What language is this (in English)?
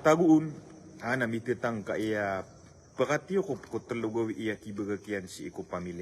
Maranao